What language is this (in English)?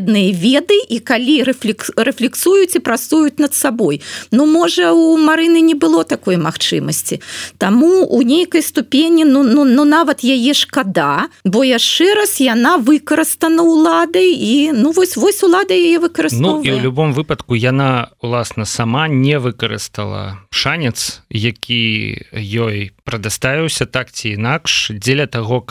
Belarusian